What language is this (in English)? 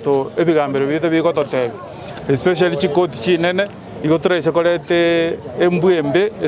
Gusii